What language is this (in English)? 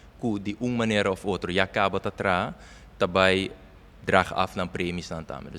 Papiamento